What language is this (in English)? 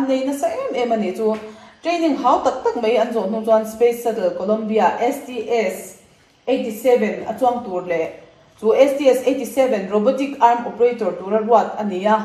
Mizo